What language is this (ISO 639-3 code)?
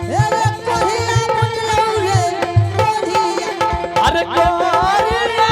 anp